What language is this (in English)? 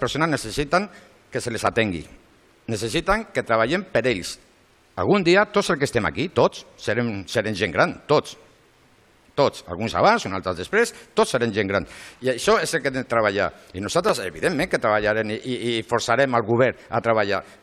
Catalan